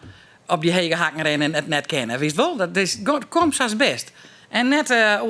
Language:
Western Frisian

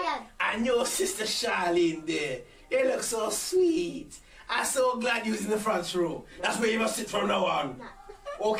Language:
Jamaican Creole English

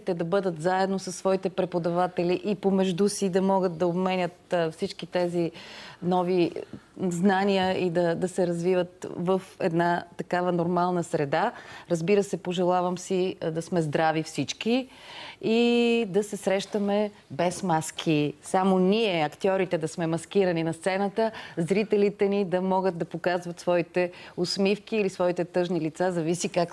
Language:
Bulgarian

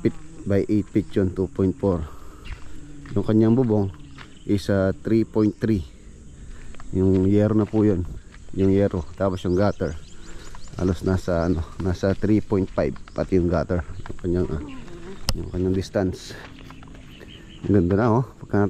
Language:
Filipino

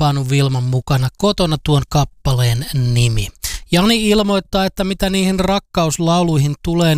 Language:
Finnish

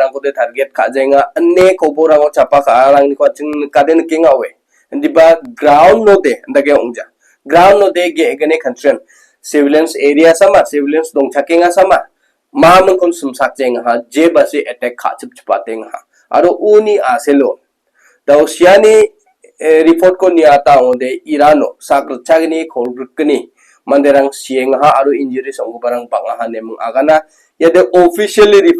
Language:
Garo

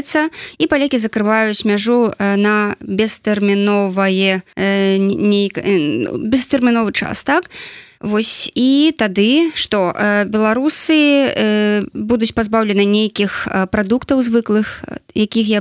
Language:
Belarusian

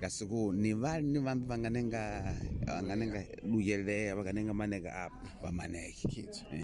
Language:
Tsonga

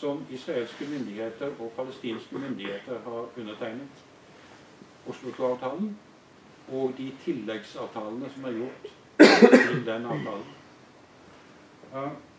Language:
Norwegian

